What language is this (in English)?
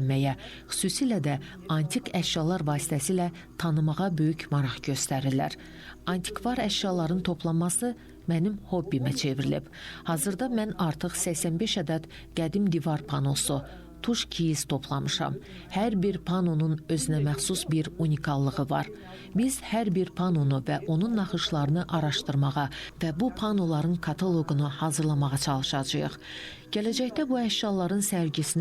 Azerbaijani